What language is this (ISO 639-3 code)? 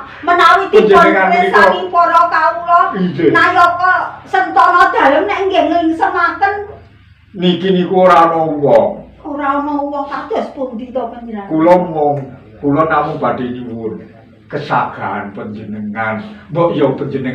jav